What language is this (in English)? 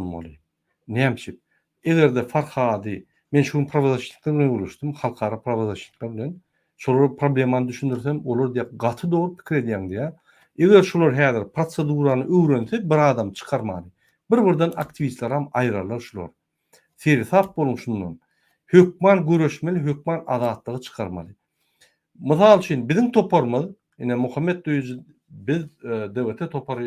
Turkmen